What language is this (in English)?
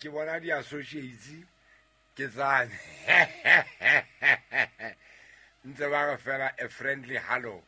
Southern Sotho